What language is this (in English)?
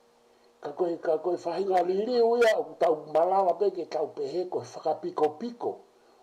Tongan